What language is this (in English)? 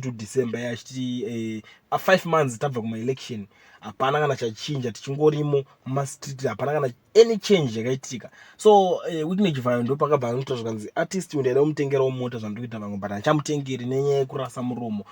Shona